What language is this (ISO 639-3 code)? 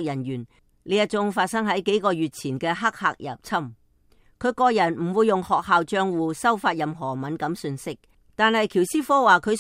yue